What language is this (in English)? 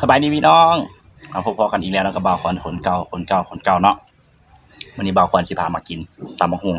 Lao